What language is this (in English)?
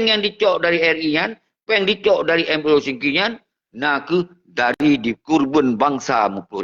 Achinese